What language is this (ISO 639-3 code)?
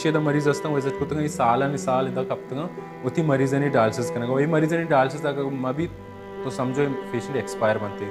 bal